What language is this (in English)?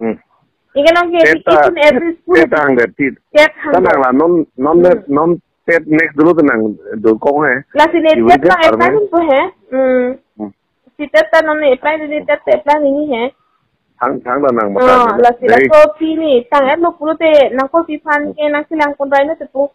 Karbi